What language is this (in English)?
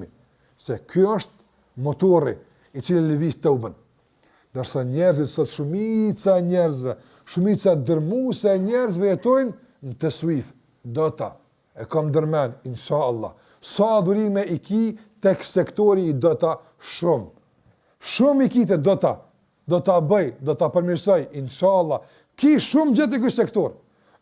Albanian